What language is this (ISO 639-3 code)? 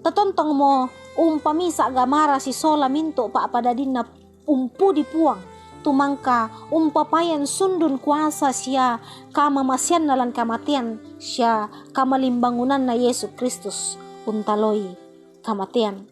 sda